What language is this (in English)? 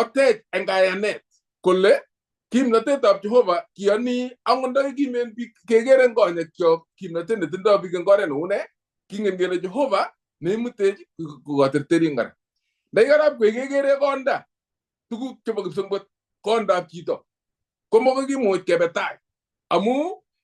Kalenjin